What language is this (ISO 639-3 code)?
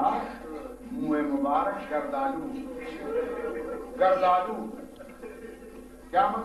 urd